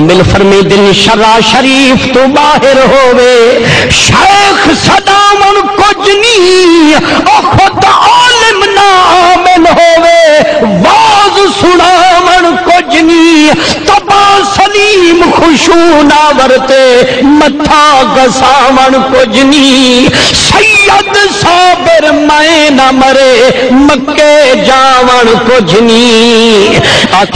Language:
Saraiki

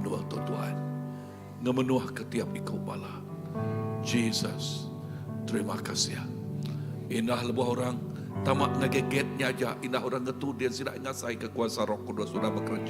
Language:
Iban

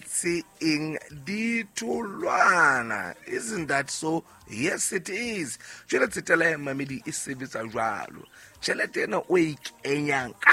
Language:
Southern Sotho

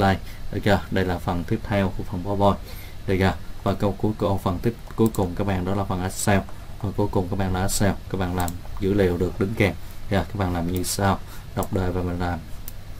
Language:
Vietnamese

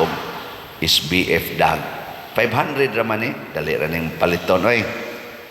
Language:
Cebuano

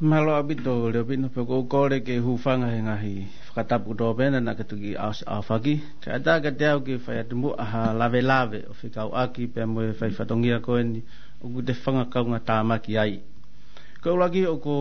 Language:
Tongan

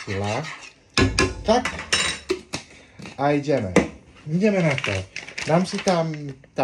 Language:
Slovak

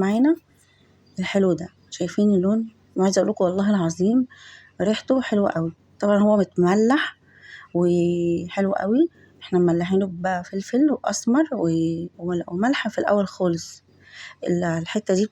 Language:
Egyptian Arabic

